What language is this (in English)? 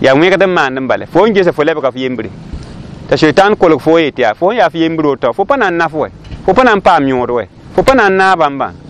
Mossi